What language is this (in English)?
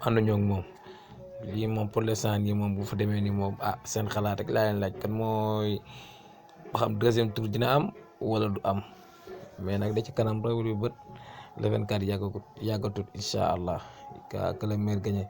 Wolof